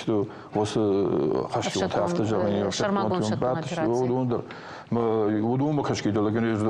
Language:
Ossetic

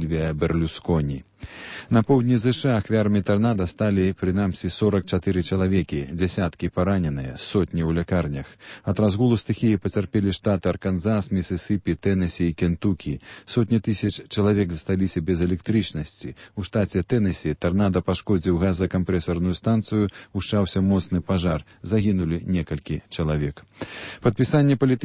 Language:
Belarusian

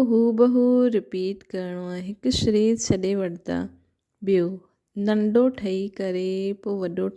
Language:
Sindhi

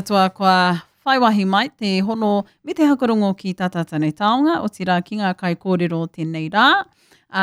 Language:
Māori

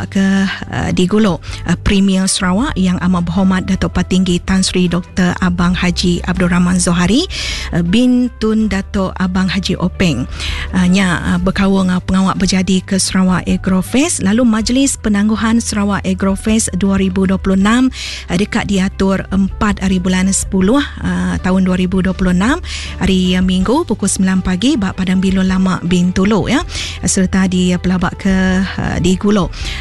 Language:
Iban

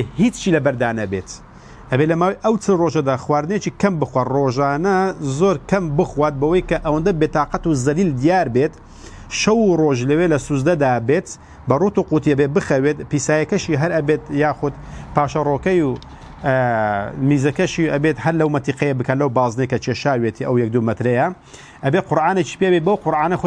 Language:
Central Kurdish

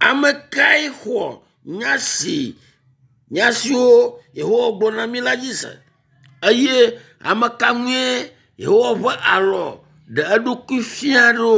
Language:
Ewe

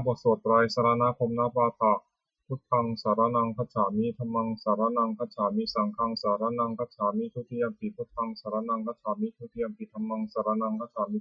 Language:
Pali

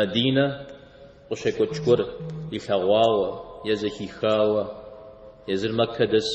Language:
Kabardian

